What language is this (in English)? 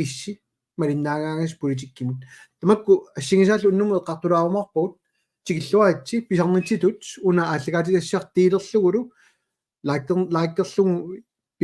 Kalaallisut